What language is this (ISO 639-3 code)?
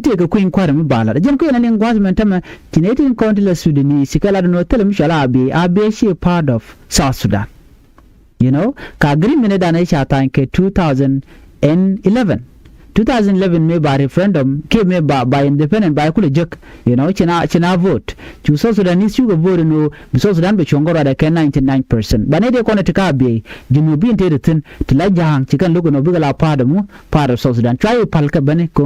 nus